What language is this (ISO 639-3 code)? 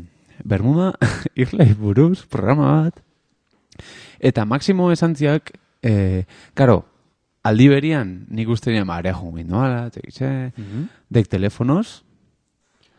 eus